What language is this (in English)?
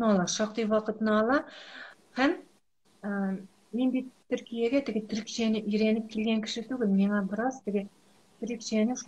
Tatar